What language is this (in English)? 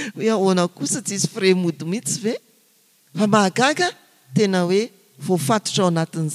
Malagasy